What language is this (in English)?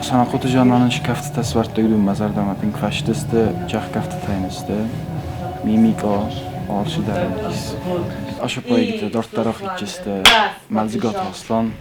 Ossetic